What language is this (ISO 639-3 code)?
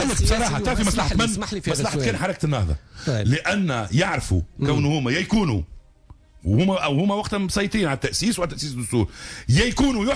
aeb